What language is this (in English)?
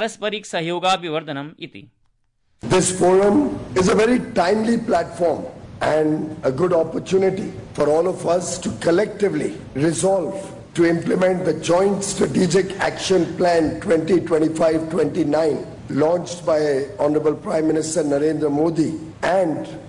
Sanskrit